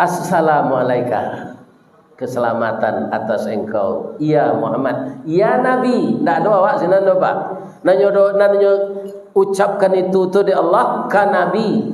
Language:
Minangkabau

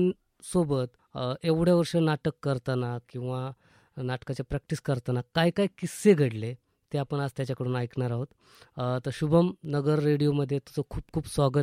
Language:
Marathi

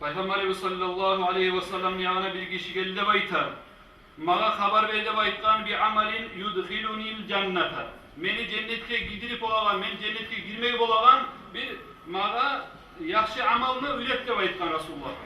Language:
Kumyk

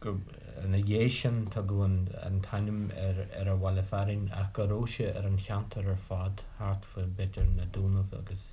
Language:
Irish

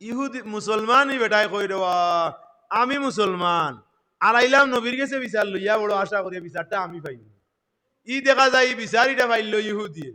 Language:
Sylheti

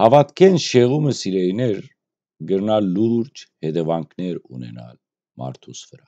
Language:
Western Armenian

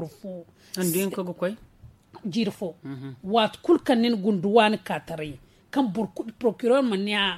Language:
Zarma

